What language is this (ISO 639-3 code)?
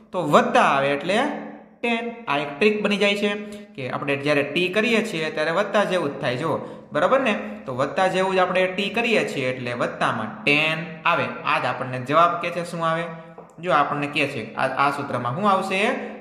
guj